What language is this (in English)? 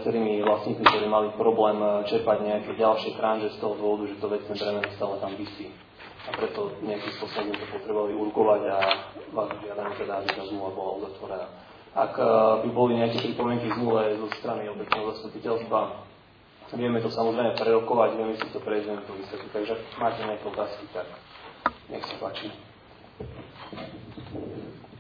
Slovak